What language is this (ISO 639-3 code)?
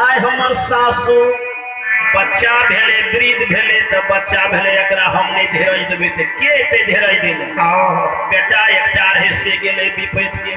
mai